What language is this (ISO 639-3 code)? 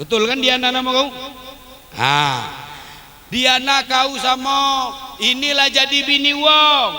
mui